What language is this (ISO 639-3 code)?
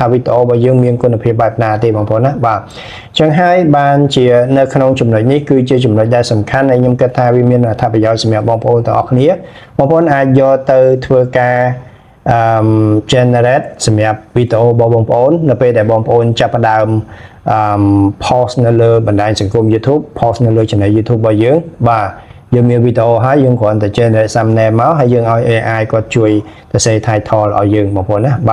khm